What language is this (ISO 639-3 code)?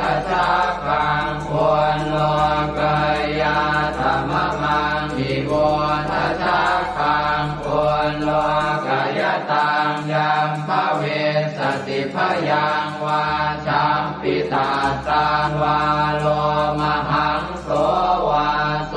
pli